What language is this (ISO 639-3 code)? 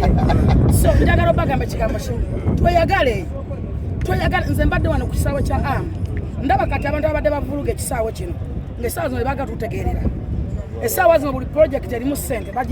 lug